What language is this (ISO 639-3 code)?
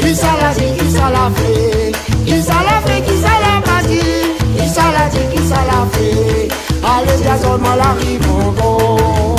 rcf